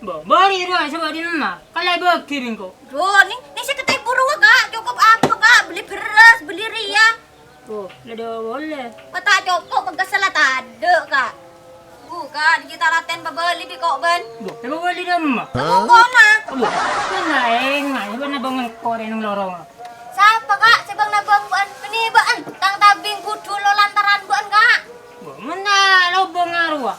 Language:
Madurese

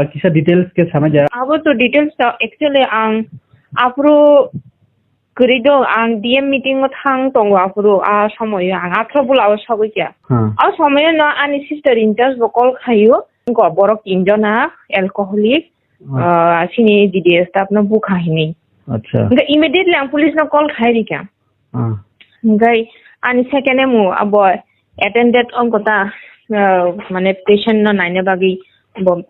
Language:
Kok Borok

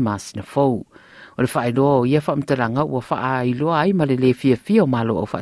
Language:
Samoan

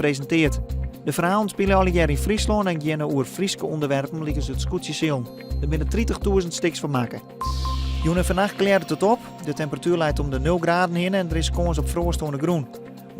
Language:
Western Frisian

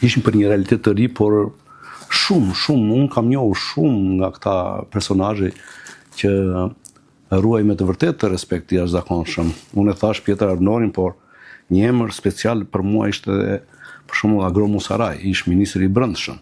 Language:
Albanian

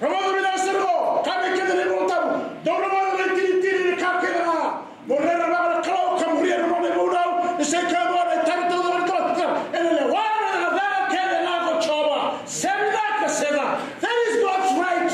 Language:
Fijian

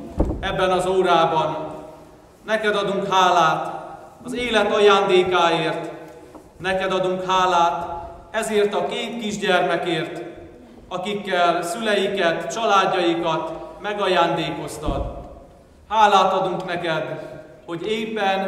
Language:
Hungarian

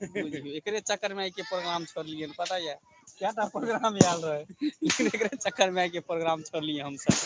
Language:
Maithili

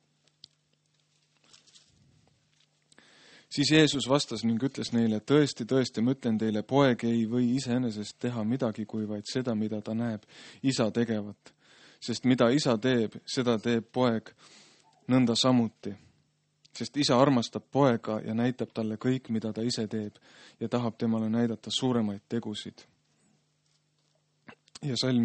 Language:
Estonian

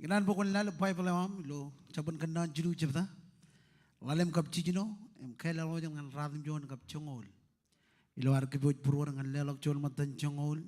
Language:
Marshallese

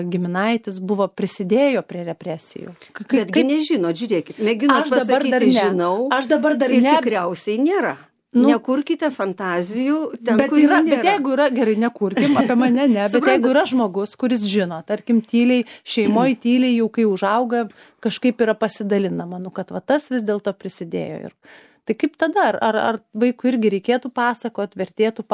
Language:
Lithuanian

